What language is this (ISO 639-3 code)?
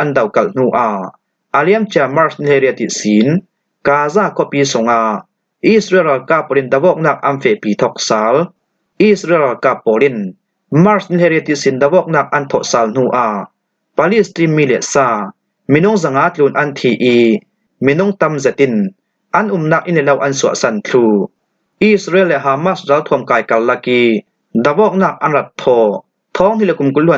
cfm